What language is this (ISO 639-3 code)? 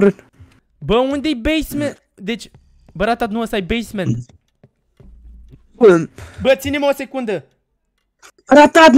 ron